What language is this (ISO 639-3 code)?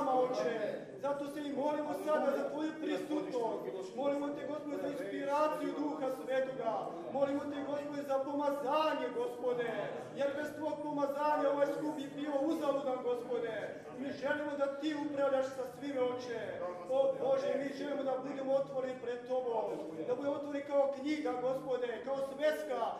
hrv